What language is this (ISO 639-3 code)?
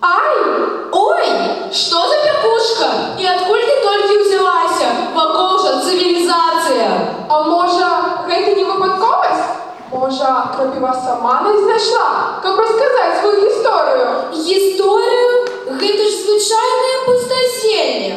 bel